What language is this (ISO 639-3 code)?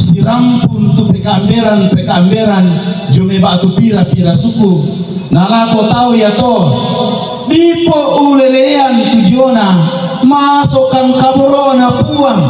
sda